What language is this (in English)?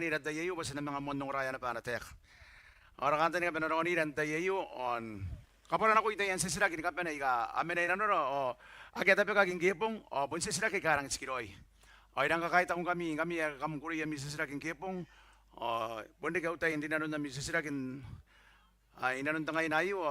Gilbertese